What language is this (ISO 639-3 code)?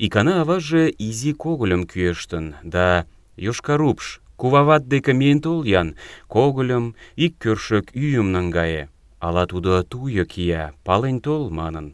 chm